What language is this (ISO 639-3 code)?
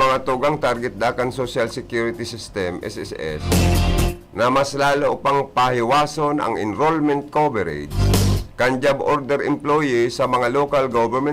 bik